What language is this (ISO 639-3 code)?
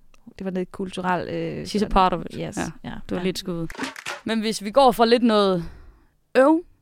dan